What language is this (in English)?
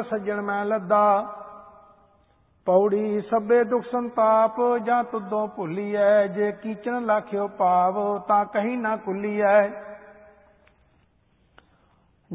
Punjabi